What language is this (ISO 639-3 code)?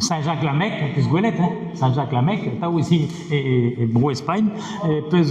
bre